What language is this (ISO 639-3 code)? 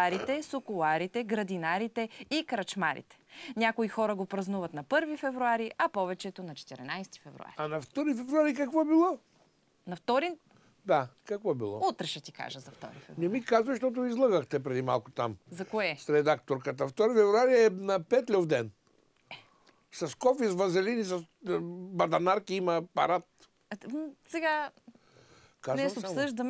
bul